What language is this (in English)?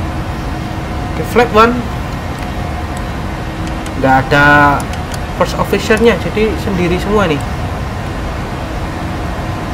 Indonesian